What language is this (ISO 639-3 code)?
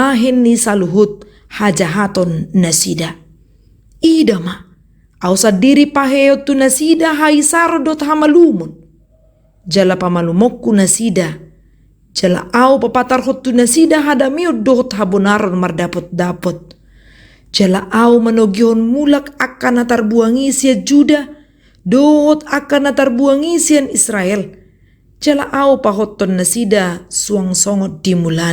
bbc